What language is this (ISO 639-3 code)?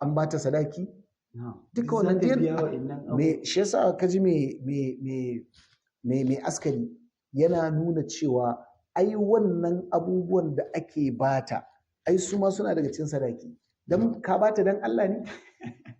hau